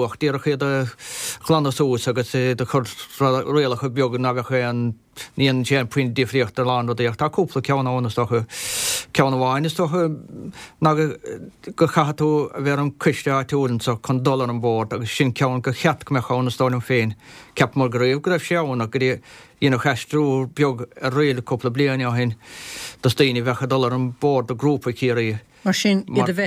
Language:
Irish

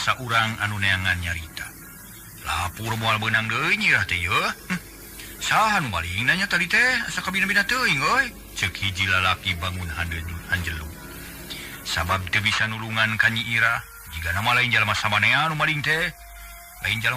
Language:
Sundanese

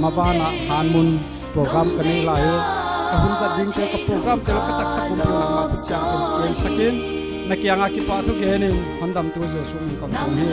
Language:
Paite Chin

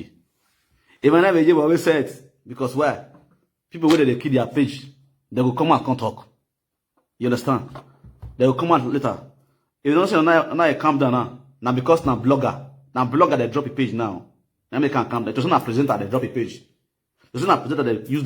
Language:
Nigerian Pidgin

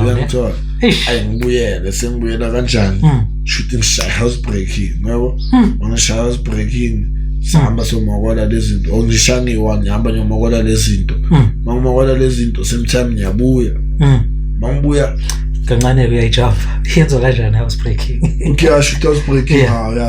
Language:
Zulu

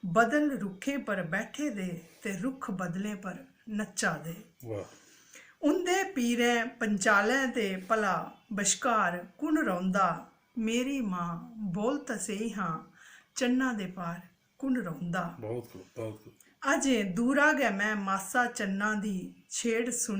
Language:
Dogri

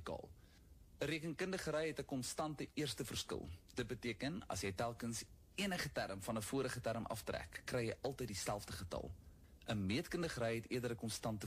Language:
Afrikaans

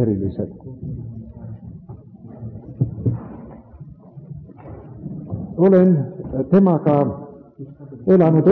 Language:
Estonian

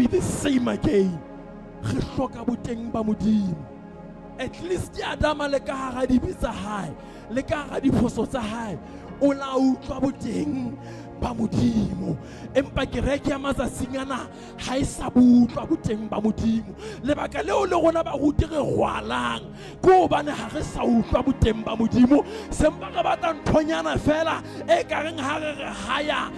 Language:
Southern Sotho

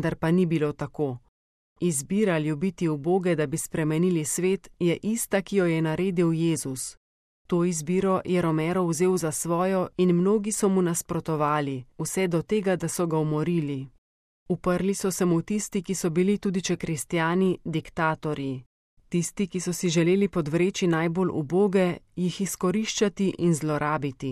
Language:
Slovenian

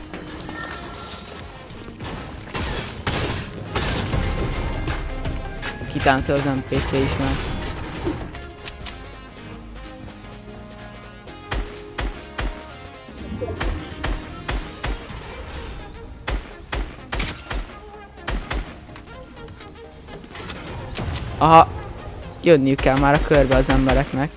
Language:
Hungarian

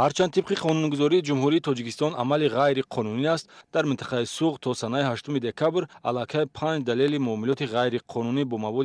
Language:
Tajik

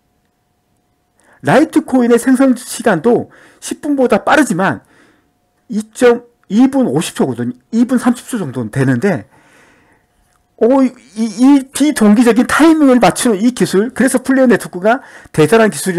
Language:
Korean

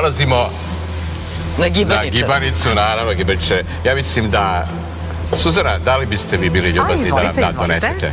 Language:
Serbian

